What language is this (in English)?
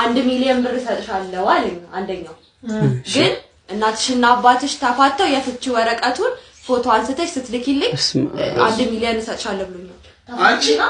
Amharic